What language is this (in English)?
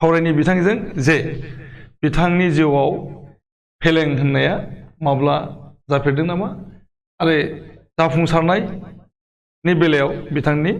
Bodo